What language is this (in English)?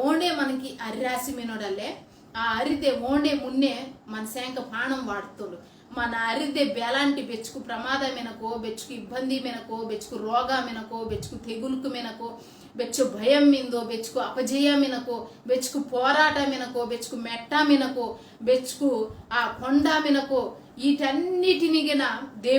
Koya